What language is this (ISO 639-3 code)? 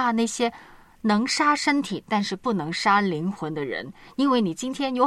zho